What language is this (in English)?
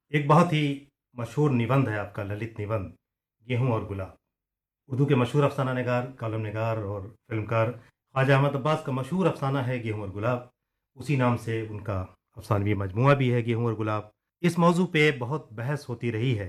Urdu